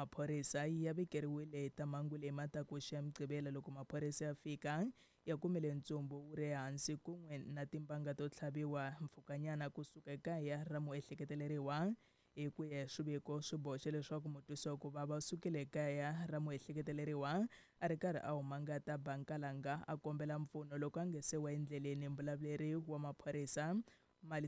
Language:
Tsonga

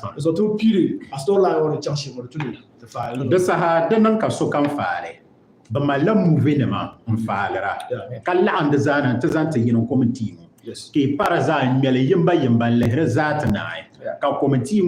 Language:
Dagbani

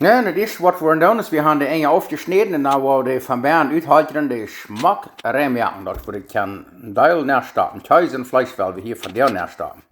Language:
Plautdietsch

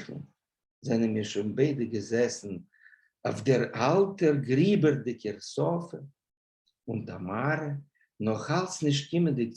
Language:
Yiddish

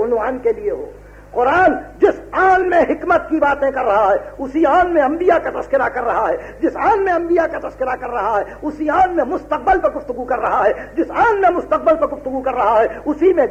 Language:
Urdu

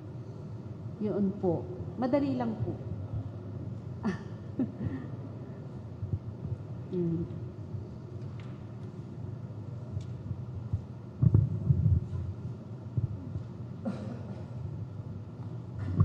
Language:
Filipino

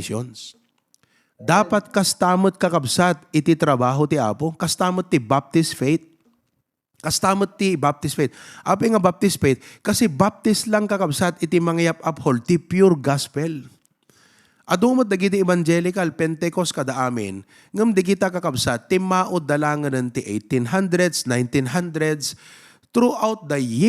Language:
Iloko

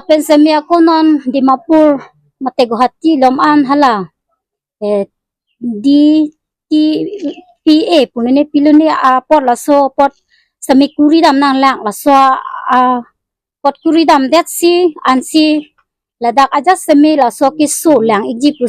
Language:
Karbi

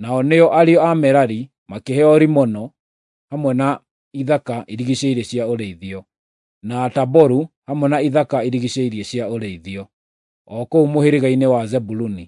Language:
Kikuyu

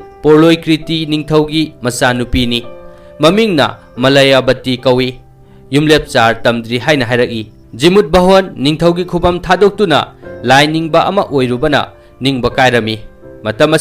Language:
Manipuri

